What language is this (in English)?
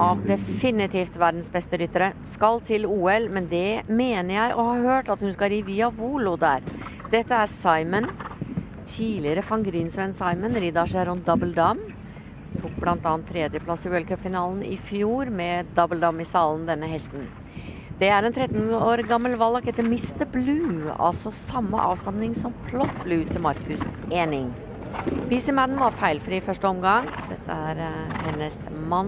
Norwegian